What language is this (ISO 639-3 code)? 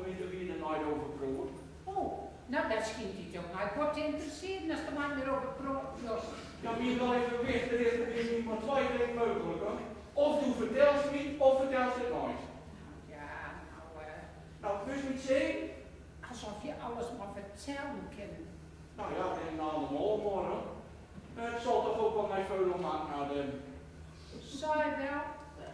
gos